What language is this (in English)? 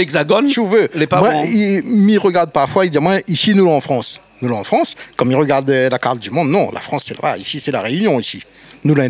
Réunion Creole French